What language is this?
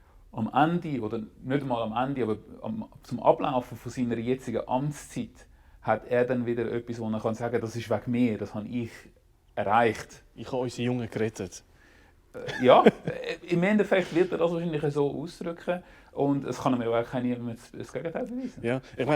Swiss German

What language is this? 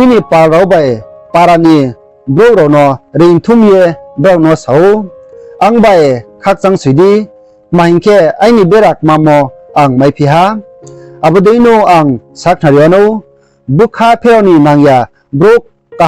Riang (India)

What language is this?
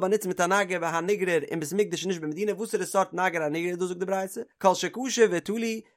Yiddish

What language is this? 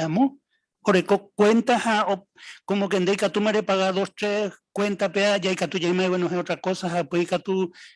Guarani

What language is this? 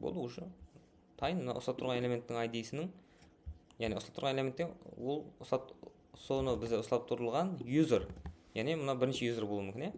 Kara-Kalpak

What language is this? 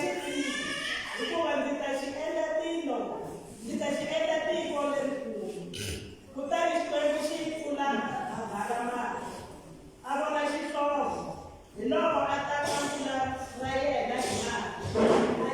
Tsonga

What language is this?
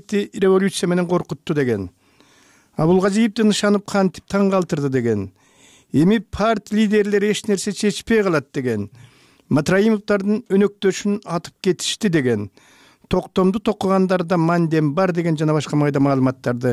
Kyrgyz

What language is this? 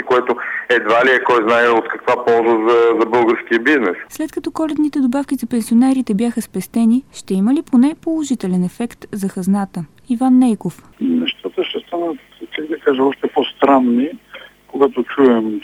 Bulgarian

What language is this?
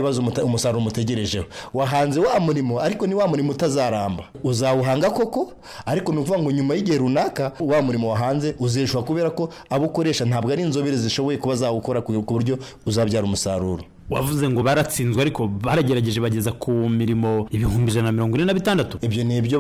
Kinyarwanda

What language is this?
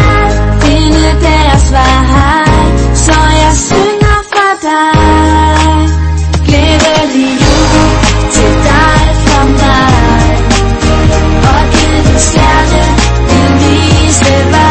Danish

